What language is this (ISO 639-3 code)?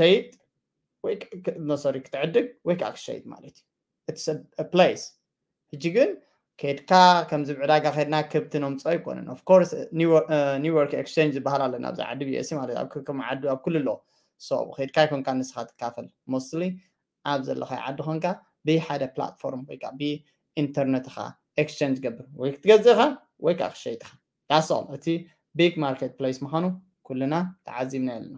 tir